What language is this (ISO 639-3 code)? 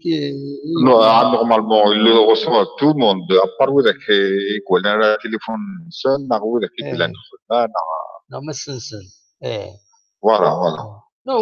kab